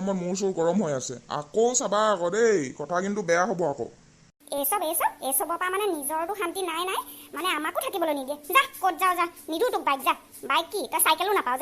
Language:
Assamese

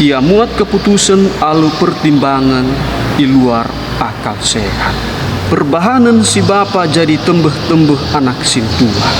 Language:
Batak Karo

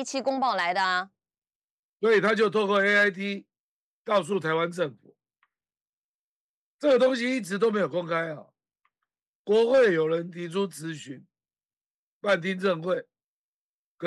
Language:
Chinese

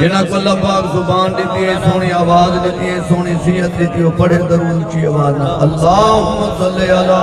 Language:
Saraiki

